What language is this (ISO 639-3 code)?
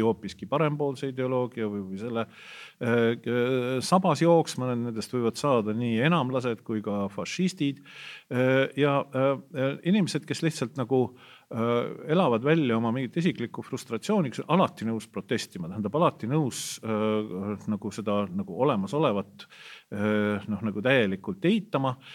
est